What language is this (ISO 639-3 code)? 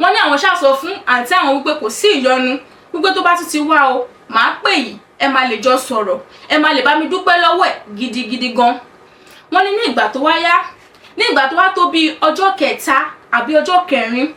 yor